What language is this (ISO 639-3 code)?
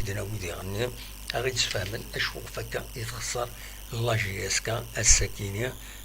kab